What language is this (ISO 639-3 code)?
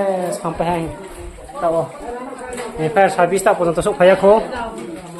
ria